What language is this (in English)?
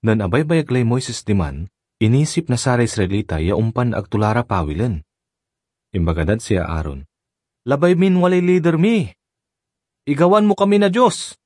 Pangasinan